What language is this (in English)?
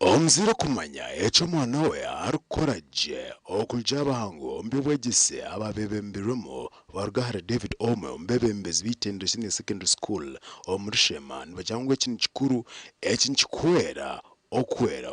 Nyankole